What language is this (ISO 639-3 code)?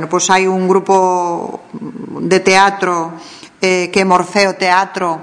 glg